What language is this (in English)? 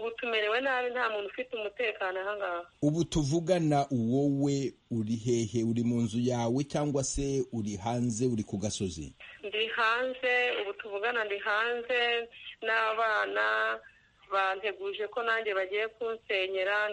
Kinyarwanda